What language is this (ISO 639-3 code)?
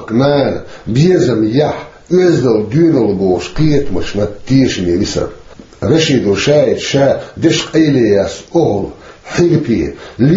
che